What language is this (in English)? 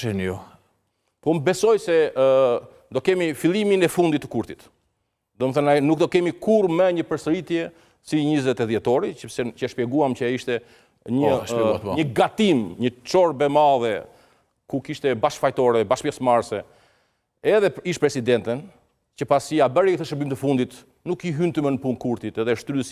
Albanian